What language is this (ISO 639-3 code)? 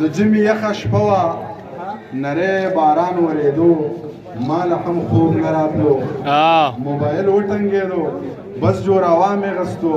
pus